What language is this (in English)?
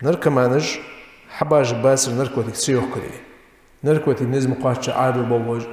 Ingush